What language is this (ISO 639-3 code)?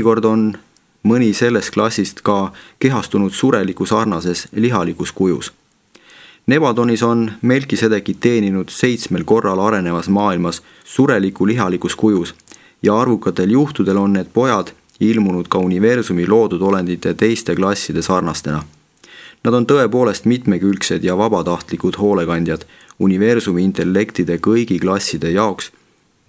est